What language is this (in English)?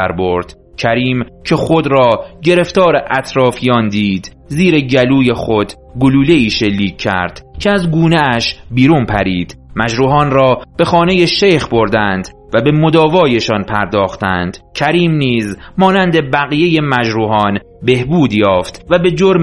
Persian